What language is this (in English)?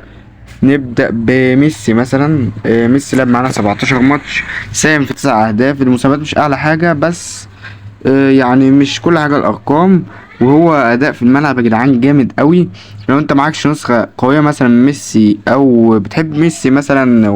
Egyptian Arabic